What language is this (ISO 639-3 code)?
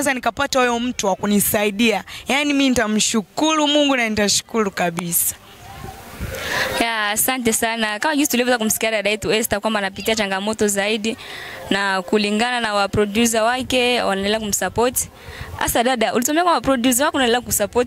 swa